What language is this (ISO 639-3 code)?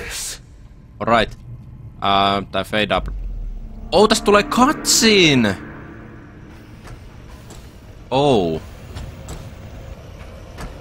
fin